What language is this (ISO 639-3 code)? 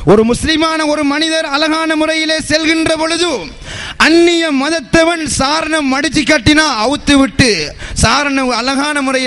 tam